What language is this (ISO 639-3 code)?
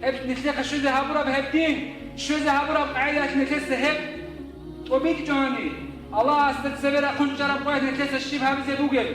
ava